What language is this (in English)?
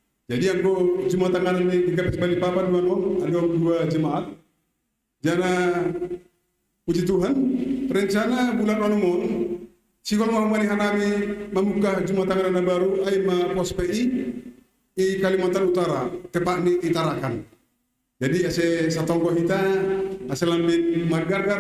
Batak Simalungun